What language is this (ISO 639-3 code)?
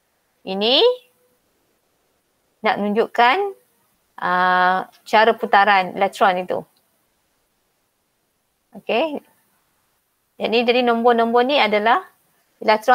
msa